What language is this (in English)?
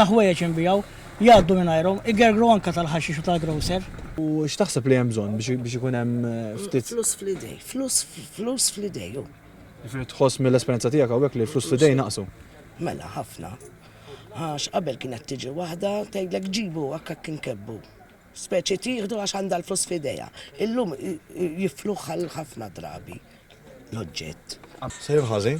Maltese